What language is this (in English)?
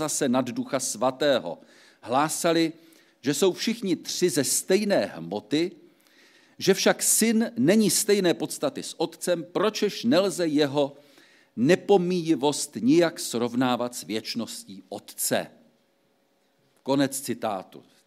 Czech